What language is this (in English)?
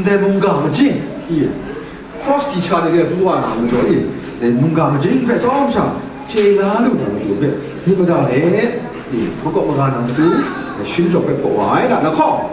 Kachin